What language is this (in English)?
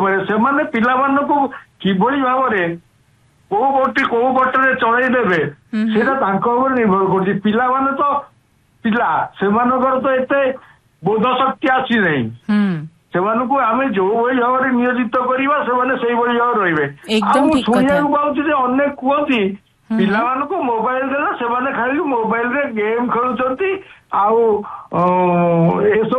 Odia